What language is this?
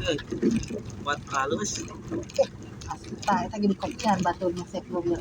Sundanese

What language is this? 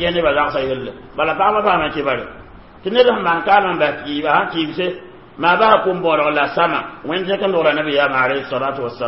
Mossi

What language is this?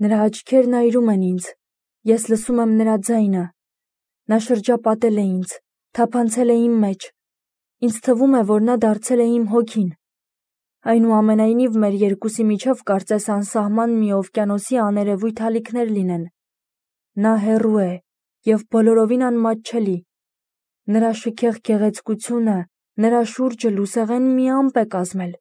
Armenian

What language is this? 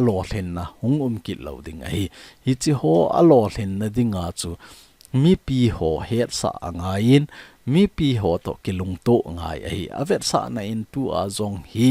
Thado Chin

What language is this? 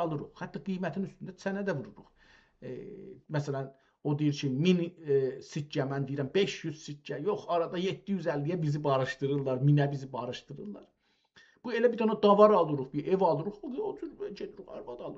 South Azerbaijani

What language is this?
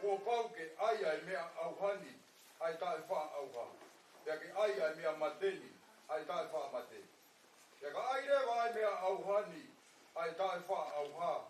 Tongan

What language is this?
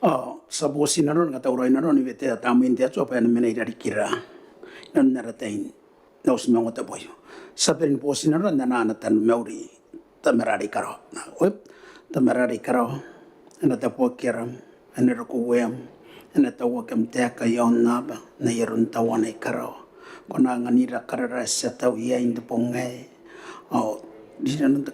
Gilbertese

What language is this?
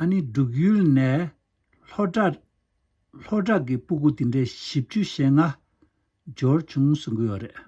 Tibetan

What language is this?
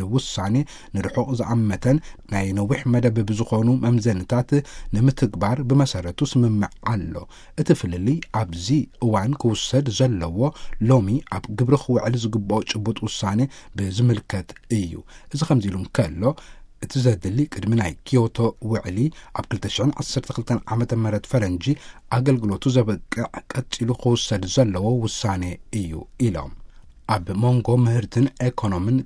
Tigrinya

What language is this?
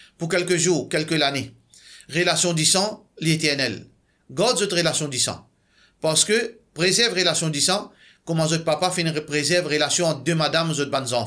Morisyen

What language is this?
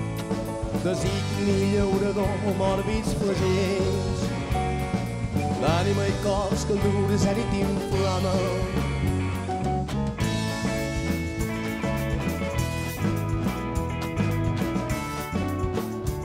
Catalan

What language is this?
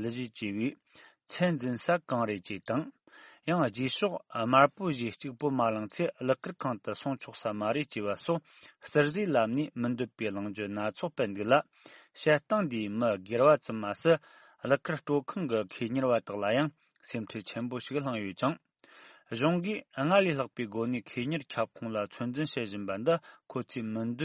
Tibetan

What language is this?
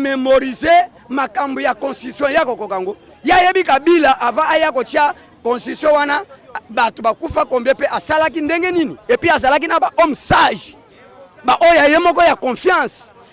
Lingala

